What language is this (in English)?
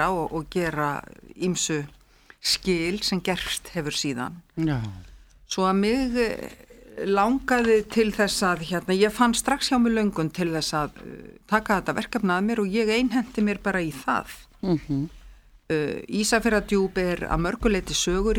Icelandic